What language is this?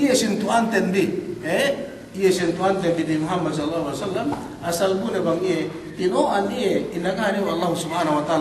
Yakan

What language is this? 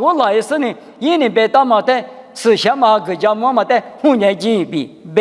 Lisu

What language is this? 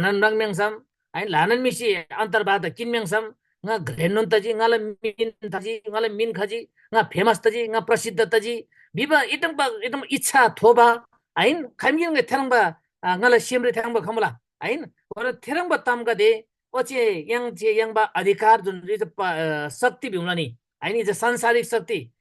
Eastern Tamang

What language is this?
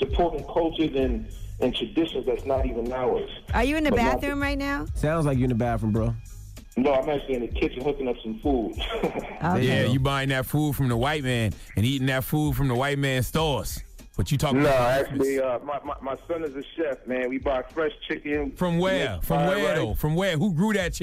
English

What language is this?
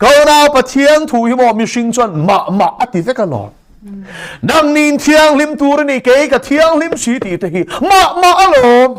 Mizo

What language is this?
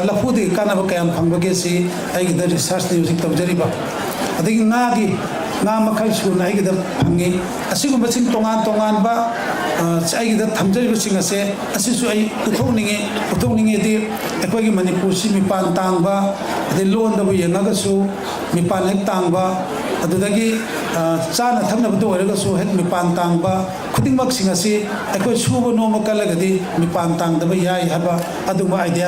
Manipuri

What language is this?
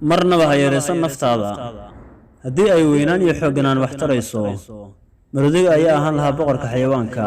Somali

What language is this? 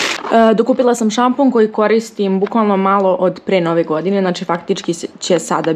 Serbian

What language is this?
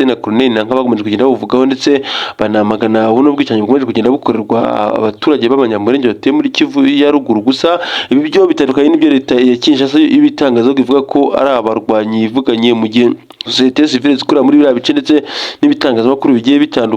Kinyarwanda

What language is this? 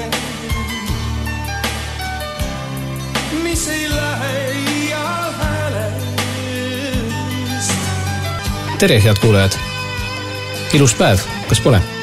Estonian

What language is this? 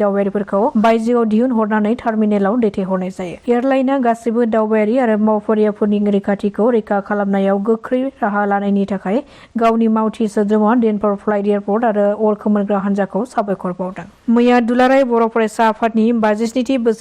Bodo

